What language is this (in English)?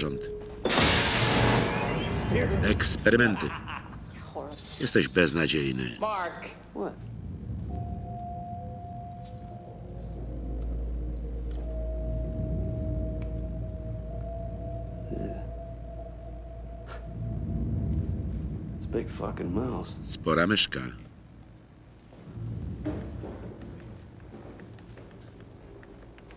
Polish